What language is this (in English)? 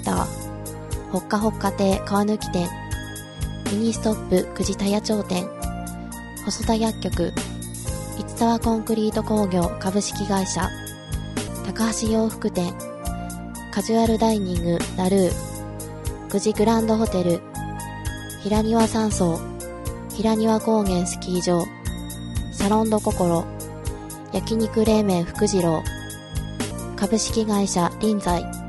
Japanese